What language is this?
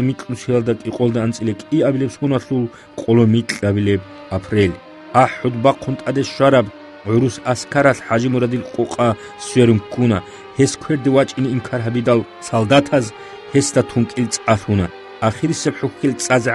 Avaric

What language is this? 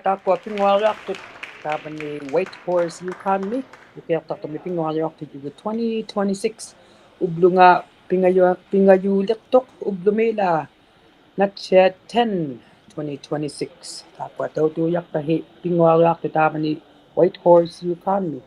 Inuktitut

